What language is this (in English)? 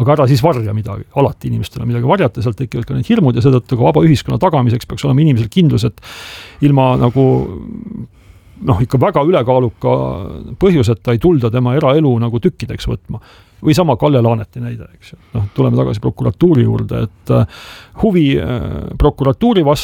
Estonian